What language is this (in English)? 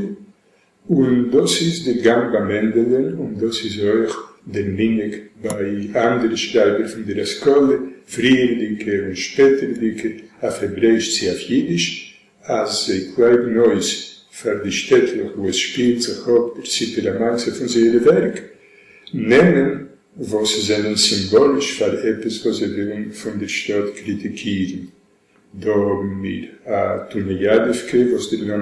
Yiddish